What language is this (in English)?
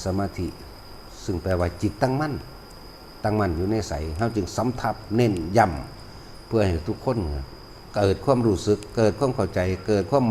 Lao